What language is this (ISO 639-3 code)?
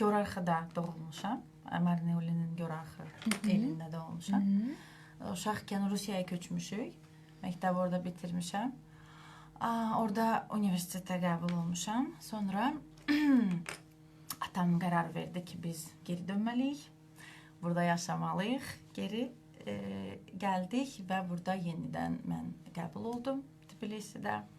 aze